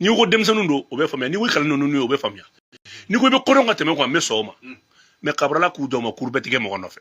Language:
Bambara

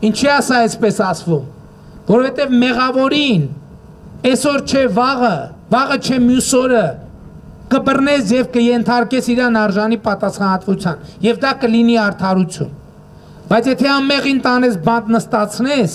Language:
Armenian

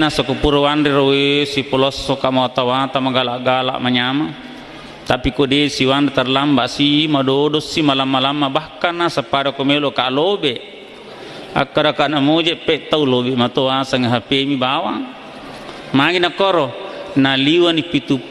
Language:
Buginese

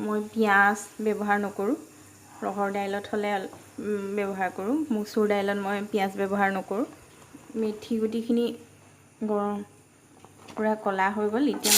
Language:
Assamese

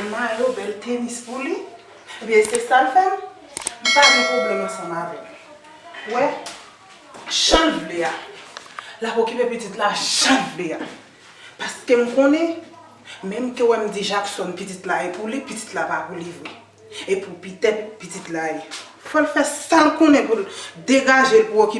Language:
Haitian Creole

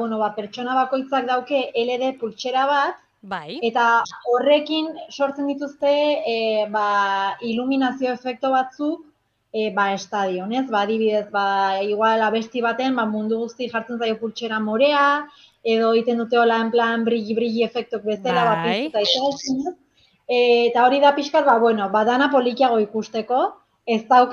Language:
Basque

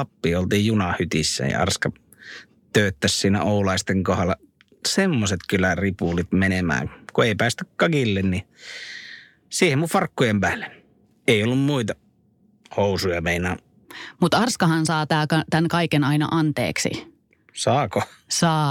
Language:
Finnish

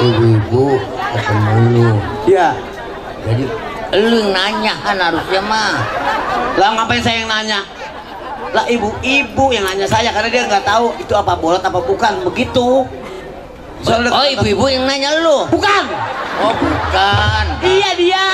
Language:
Betawi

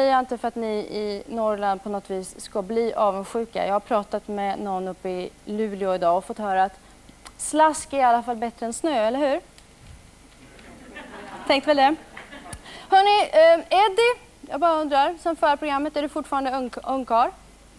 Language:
Swedish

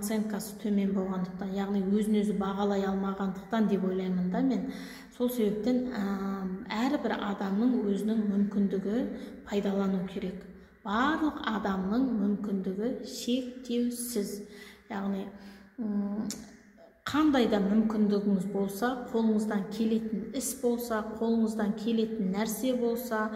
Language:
Kazakh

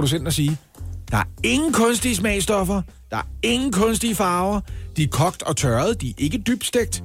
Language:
Danish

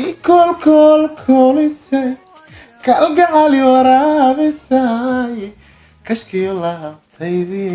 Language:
Somali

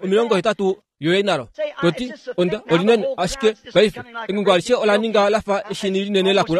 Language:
Kuanyama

